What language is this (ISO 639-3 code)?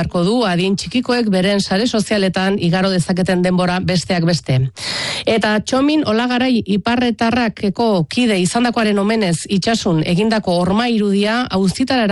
eus